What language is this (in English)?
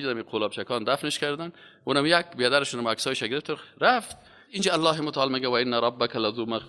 Persian